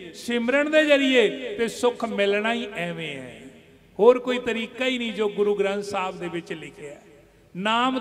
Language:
Punjabi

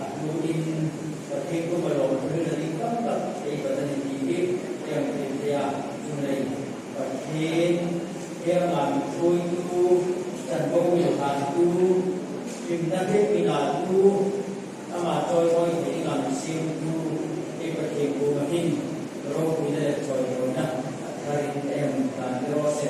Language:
Hmar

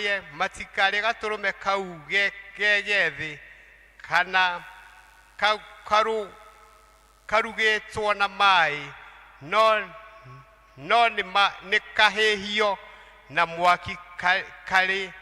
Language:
Kikuyu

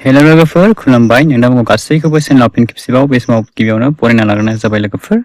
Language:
Bodo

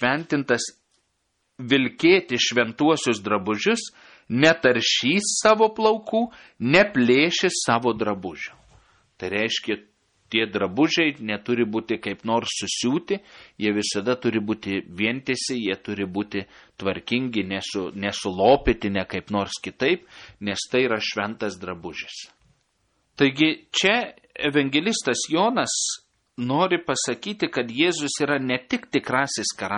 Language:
Lithuanian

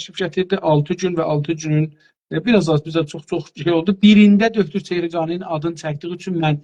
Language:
South Azerbaijani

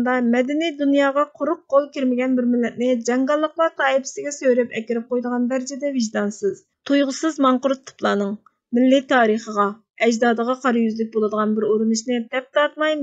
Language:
Uyghur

